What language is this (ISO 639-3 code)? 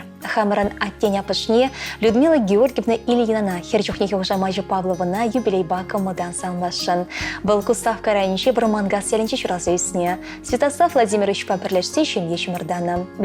chv